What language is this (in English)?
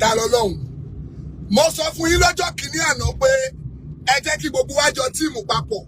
Yoruba